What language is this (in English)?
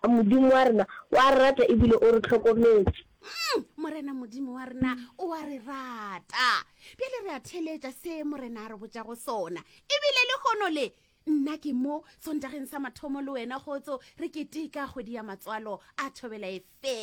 Northern Sotho